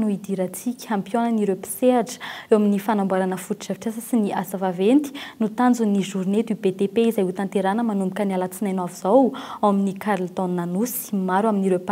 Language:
Malagasy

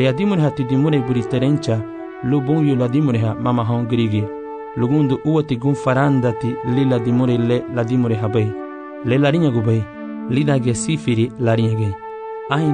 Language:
Garifuna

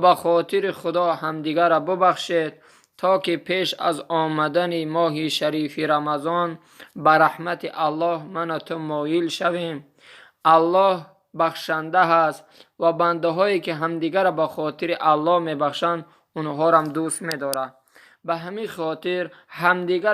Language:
Tajik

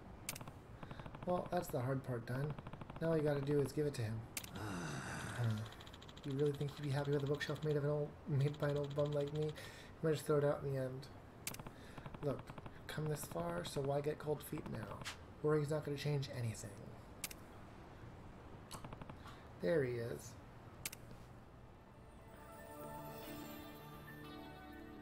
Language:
English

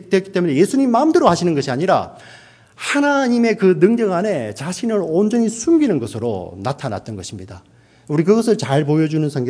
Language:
Korean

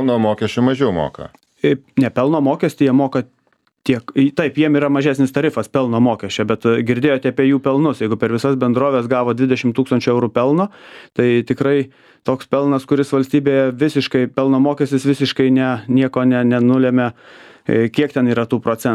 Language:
Lithuanian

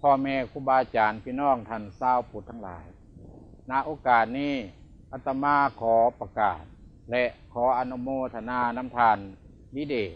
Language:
Lao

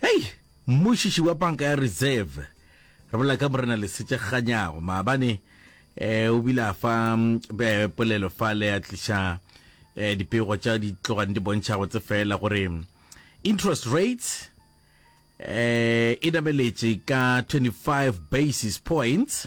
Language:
Northern Sotho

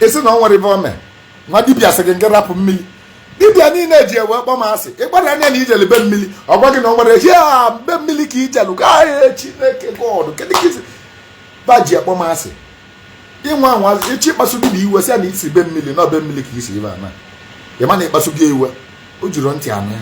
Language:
Igbo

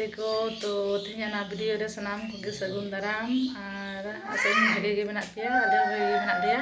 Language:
Santali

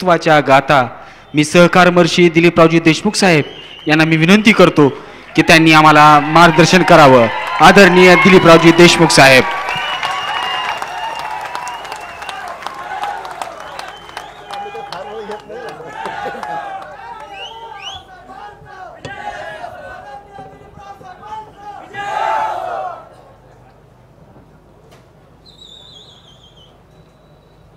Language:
Marathi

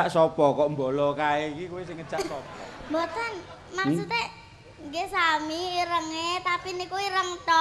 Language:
Javanese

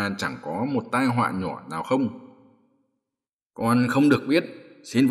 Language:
Vietnamese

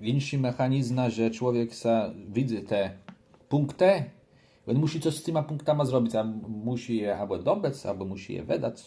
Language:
Kashubian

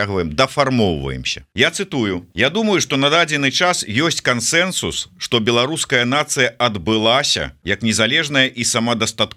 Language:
Belarusian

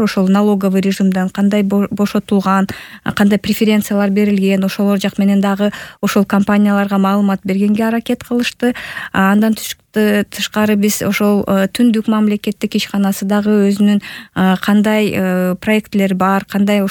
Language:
Kyrgyz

